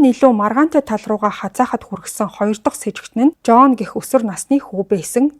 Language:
Mongolian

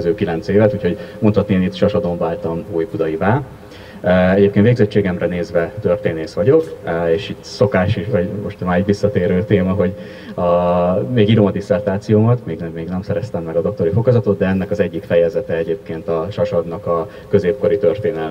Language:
Hungarian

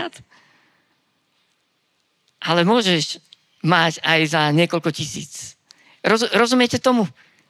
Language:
Slovak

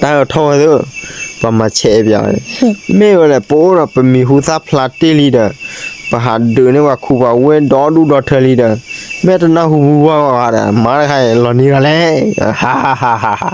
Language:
S'gaw Karen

